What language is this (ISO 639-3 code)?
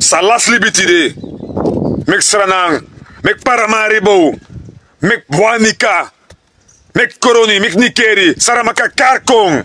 srn